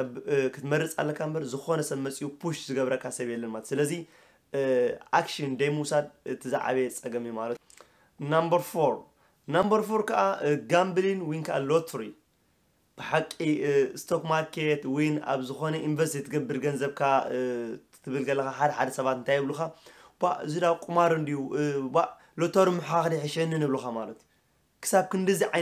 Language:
Tigrinya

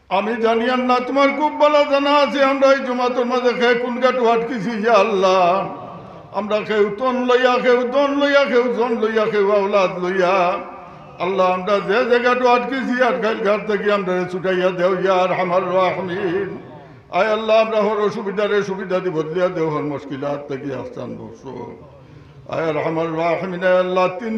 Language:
Sylheti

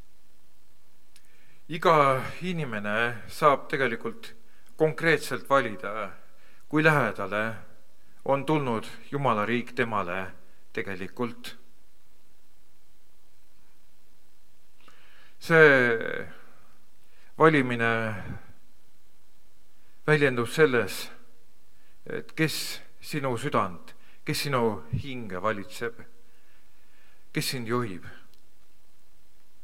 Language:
Estonian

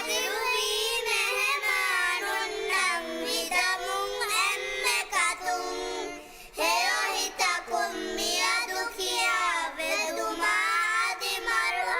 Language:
Divehi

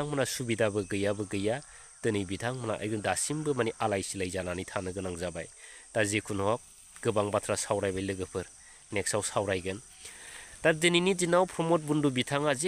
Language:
Bodo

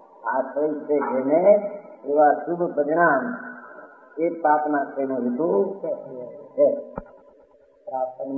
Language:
Gujarati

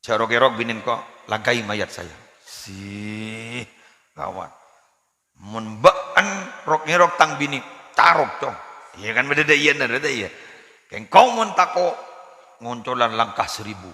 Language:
Madurese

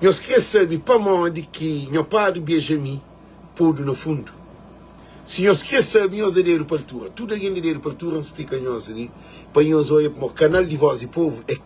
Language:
Kabuverdianu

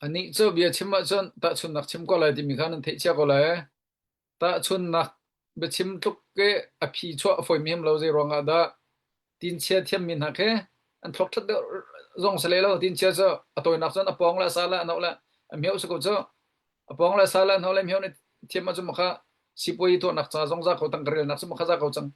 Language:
Hakha Chin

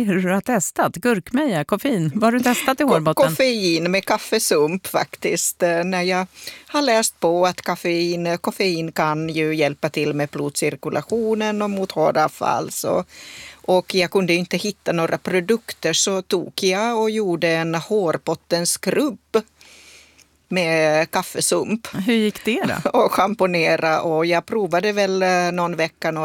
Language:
Swedish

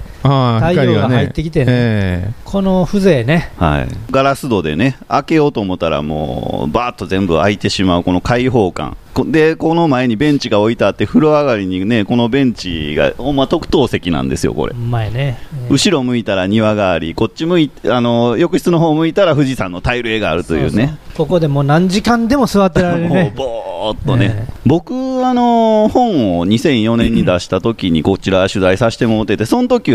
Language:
Japanese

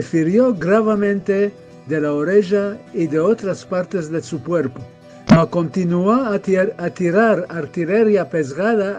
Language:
Ladino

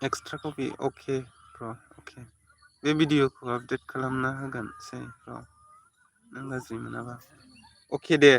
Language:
Bodo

